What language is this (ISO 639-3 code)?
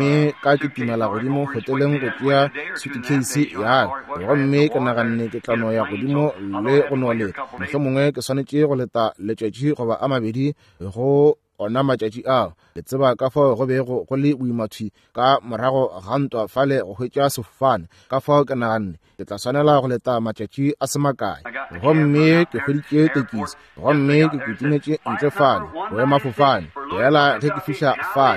nso